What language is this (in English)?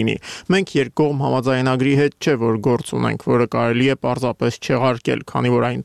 Armenian